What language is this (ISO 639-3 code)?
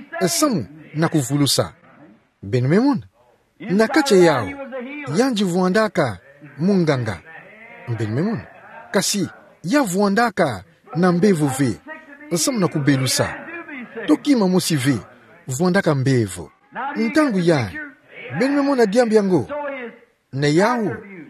ktu